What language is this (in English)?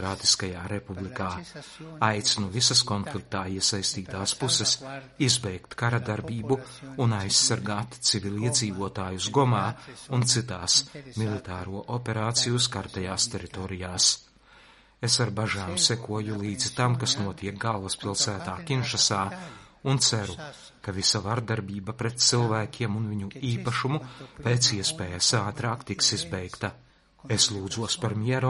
Latvian